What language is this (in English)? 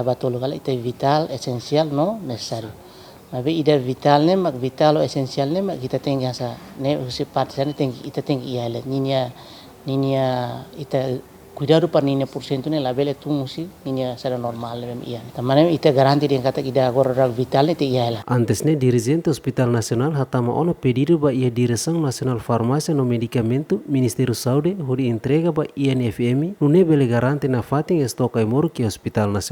Tetum